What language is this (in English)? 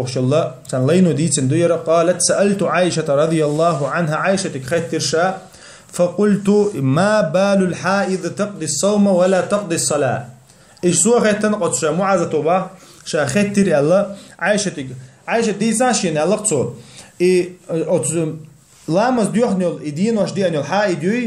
Chechen